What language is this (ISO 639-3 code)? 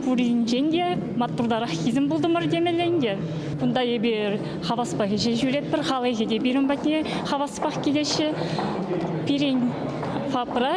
chv